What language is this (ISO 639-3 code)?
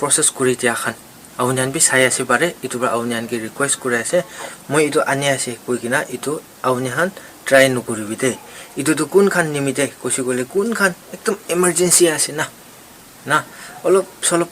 nag